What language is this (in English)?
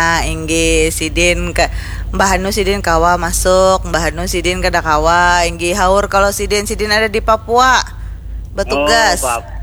Banjar